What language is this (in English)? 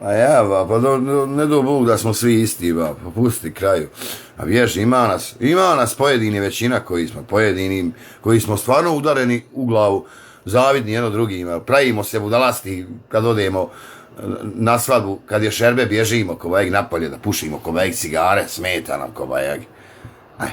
Bosnian